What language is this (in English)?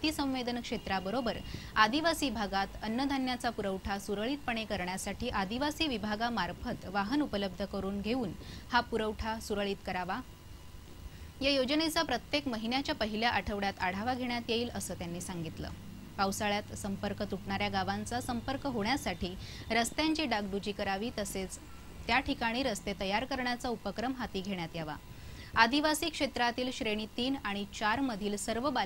Marathi